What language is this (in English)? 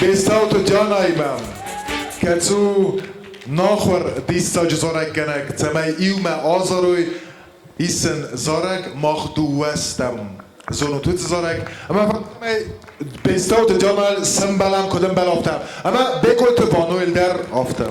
Ossetic